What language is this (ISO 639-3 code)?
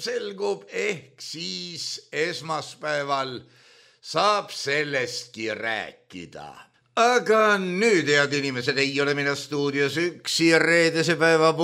est